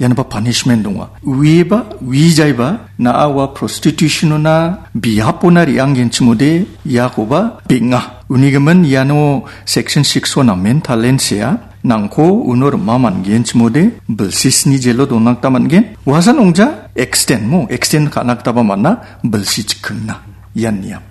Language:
Garo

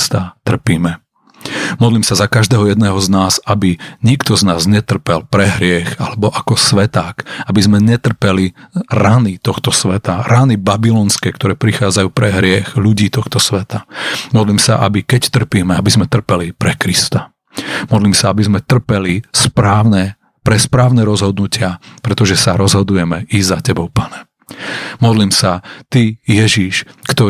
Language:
Slovak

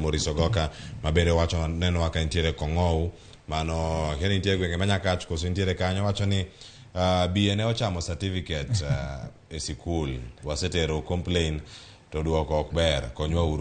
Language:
Luo (Kenya and Tanzania)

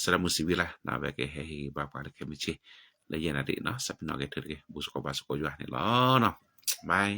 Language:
S'gaw Karen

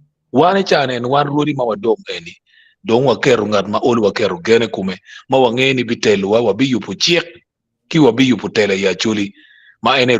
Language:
Acoli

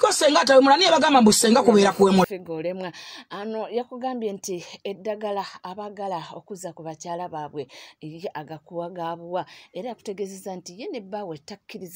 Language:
Ganda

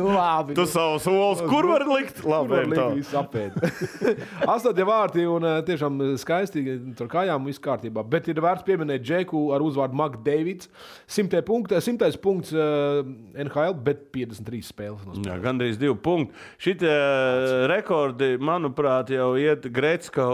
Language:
Latvian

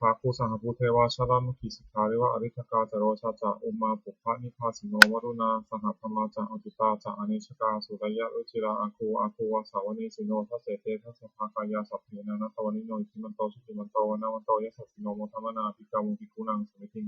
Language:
Pali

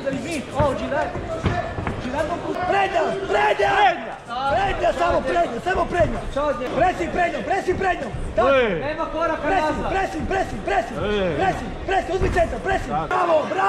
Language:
Croatian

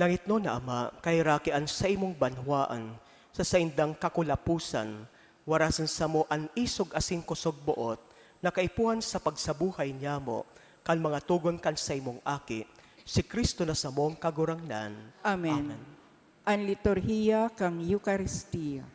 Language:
Bikol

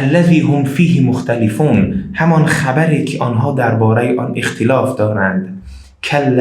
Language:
Tajik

